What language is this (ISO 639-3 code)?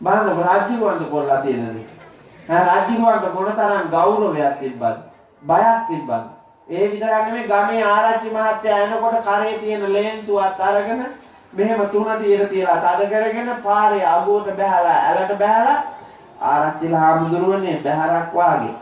sin